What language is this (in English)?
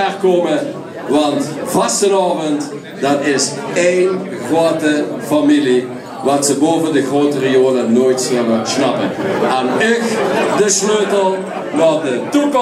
Limburgish